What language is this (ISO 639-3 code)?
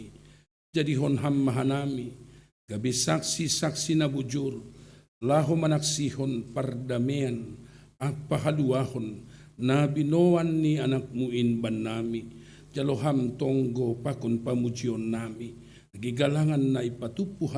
bts